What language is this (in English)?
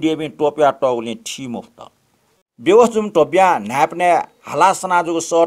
Newari